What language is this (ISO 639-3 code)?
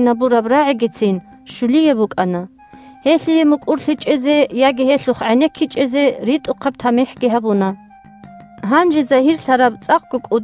ava